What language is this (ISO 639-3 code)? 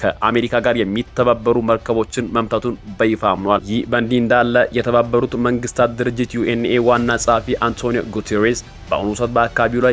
amh